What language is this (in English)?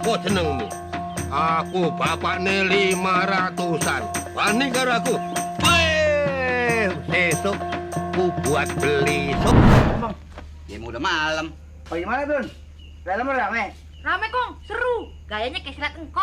Betawi